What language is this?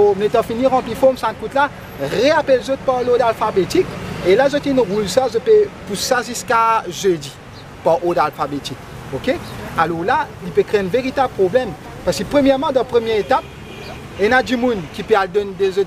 Morisyen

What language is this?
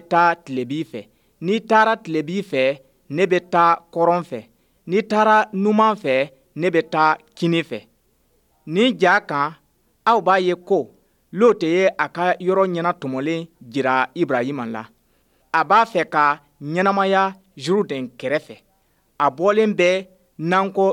Bambara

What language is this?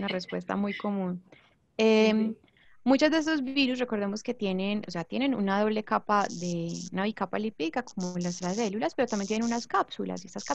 Spanish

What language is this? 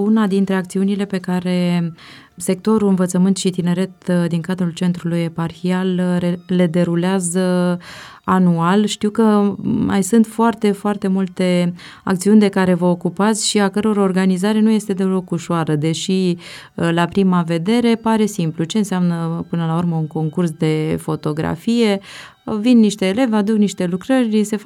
Romanian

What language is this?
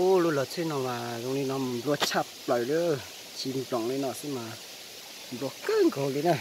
Hmong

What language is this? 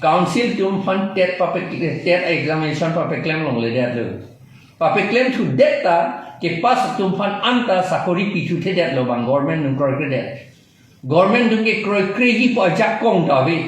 Karbi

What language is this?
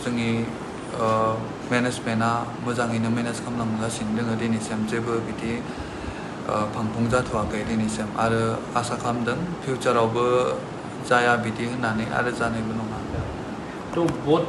Bodo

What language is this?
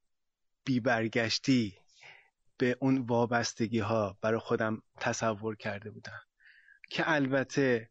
Persian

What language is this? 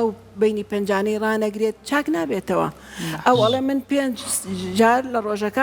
Central Kurdish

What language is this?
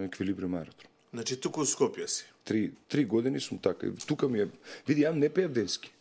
Macedonian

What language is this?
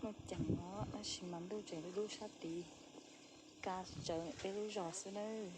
Hmong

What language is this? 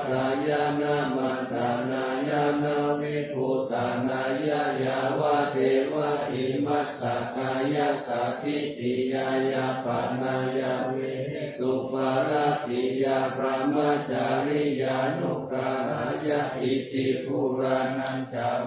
Pali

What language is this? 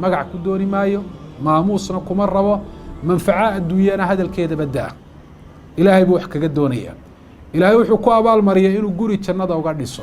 Somali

